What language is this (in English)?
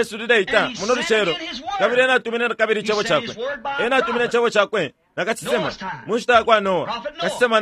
Bemba